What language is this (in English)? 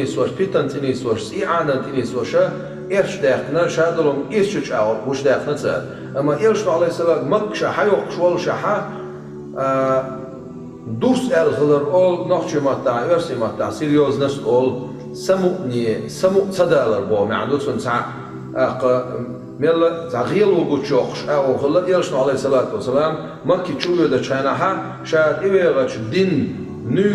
Chechen